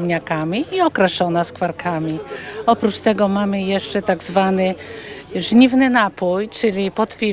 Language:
Polish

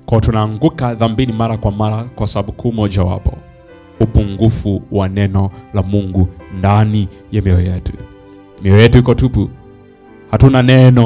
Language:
Swahili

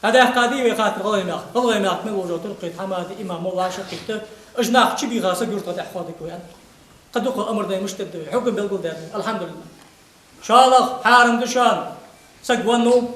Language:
Ingush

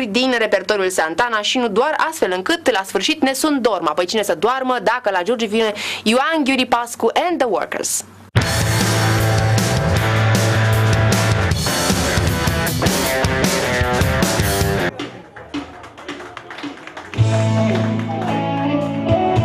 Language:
Romanian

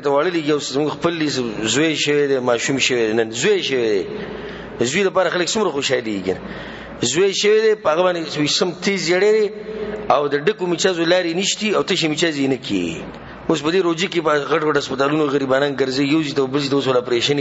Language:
Pashto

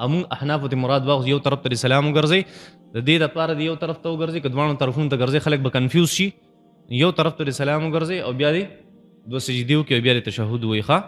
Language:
Pashto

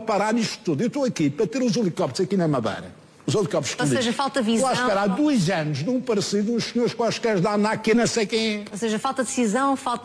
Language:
Portuguese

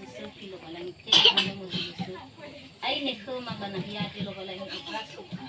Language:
Nias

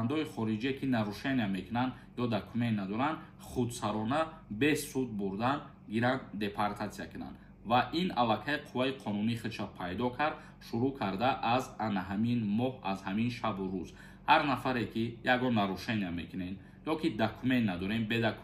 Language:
Tajik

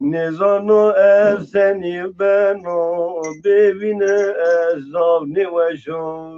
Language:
Zaza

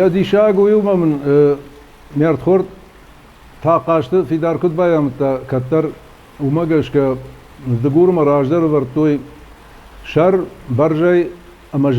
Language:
Ossetic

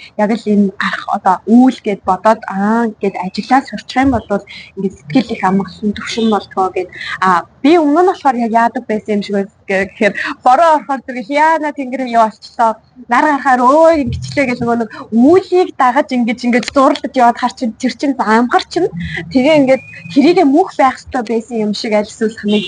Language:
Mongolian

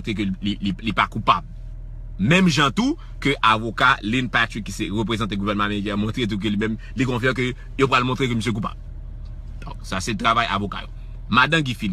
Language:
Haitian Creole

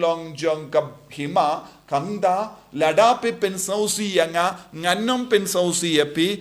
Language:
Khasi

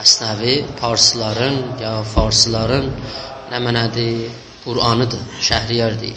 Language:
South Azerbaijani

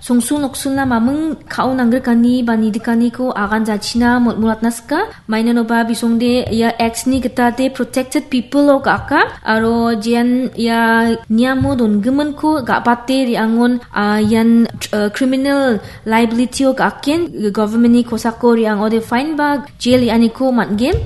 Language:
Garo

